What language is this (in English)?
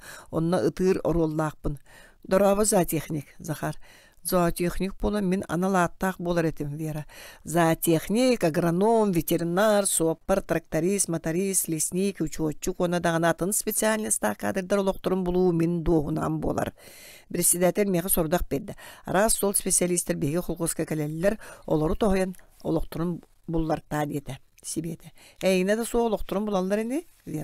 Yakut